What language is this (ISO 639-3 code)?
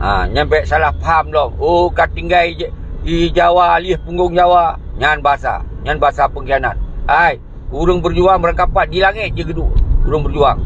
ace